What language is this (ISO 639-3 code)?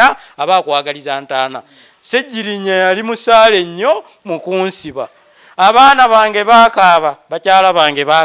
lug